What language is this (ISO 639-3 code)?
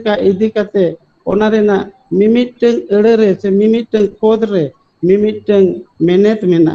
sat